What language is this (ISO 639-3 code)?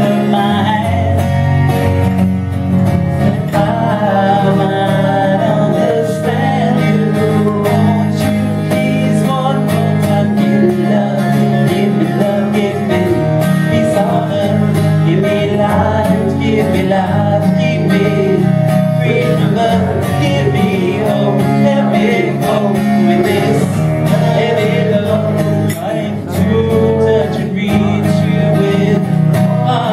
eng